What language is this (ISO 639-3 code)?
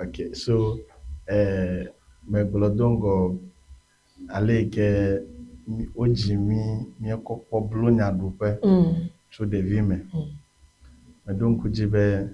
ewe